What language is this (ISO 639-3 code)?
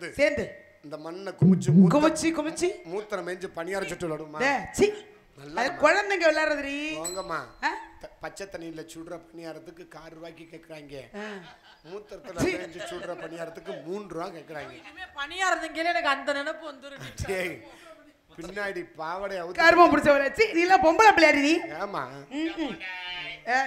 tam